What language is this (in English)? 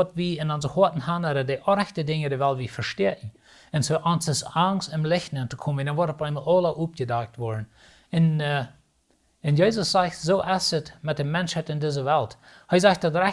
Plautdietsch